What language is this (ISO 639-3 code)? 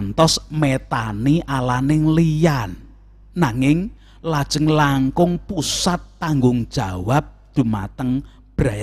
jav